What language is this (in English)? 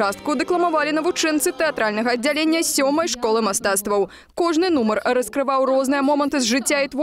Belarusian